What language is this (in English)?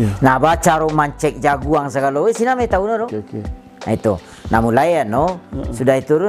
Minangkabau